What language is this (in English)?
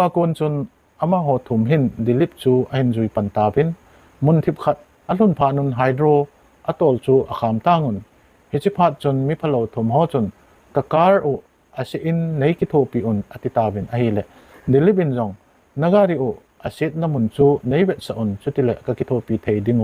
Thado Chin